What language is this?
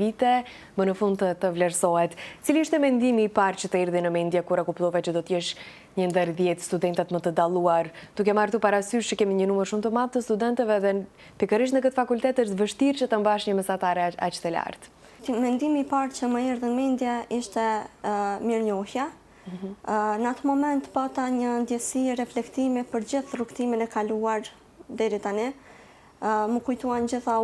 Albanian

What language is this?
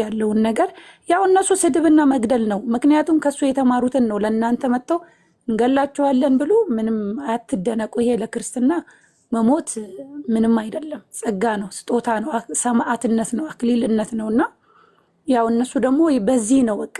Amharic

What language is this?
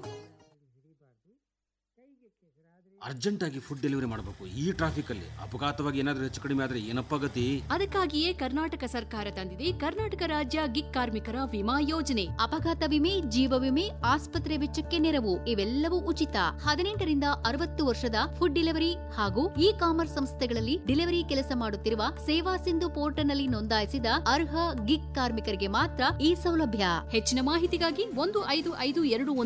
Kannada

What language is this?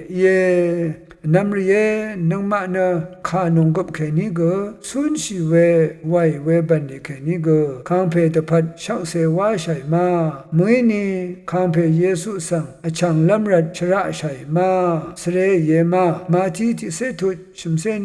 Rawang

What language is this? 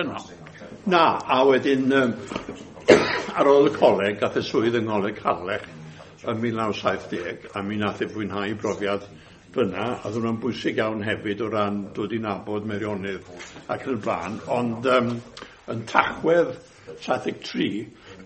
Welsh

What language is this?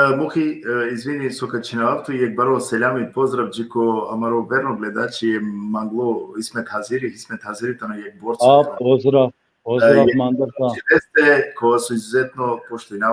Balkan Romani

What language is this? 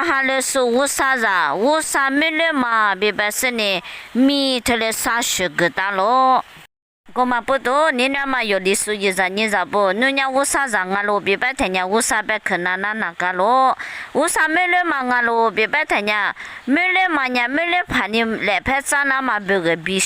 Lisu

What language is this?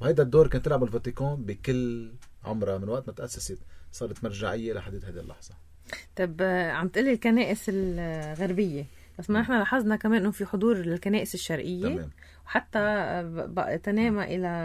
North Levantine Arabic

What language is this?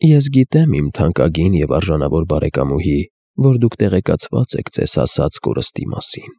Armenian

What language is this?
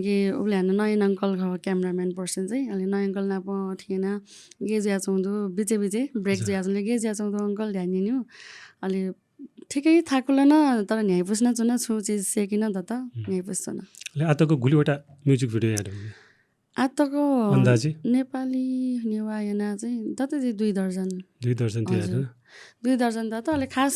Newari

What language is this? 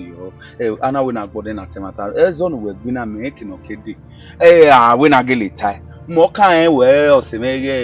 Bini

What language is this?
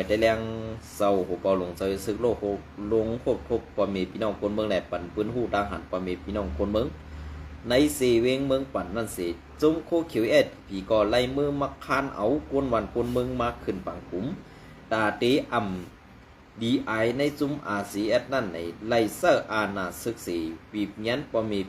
Shan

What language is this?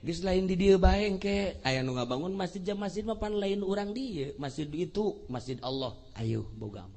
Sundanese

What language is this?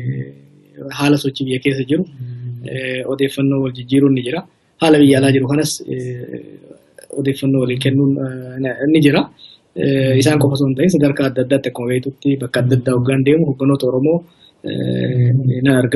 Oromo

